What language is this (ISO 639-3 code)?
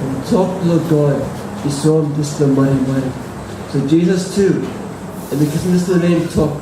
tpi